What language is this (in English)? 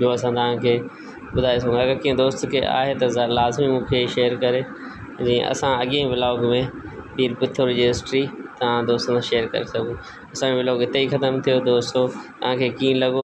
Sindhi